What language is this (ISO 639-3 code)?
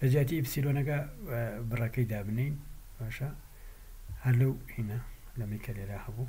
ckb